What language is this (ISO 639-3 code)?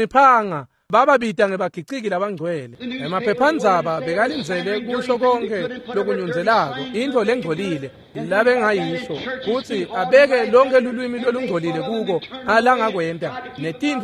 ssw